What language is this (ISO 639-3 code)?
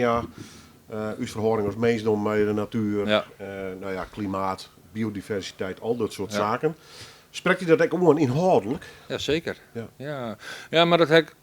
fry